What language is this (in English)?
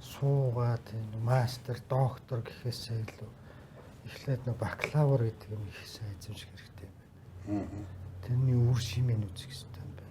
Mongolian